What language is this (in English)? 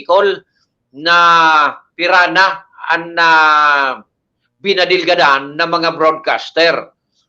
Bikol